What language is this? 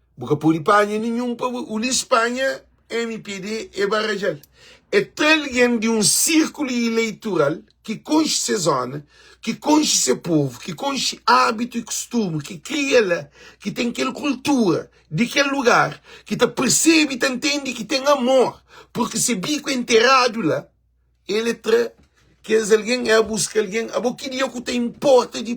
Kabuverdianu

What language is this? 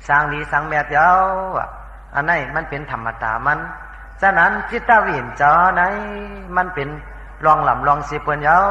Shan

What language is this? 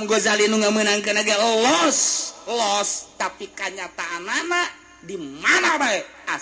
Sundanese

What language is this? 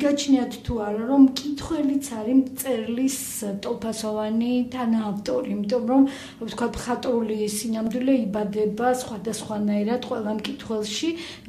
Georgian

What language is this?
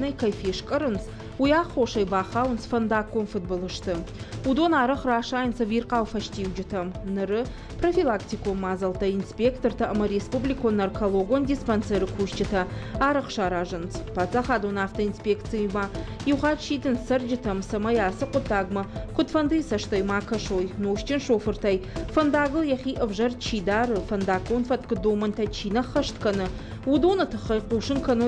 Ossetic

